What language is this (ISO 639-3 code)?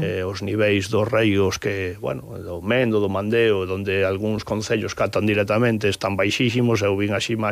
glg